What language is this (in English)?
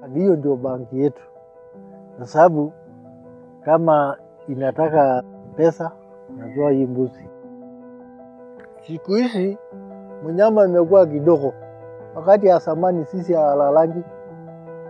Swahili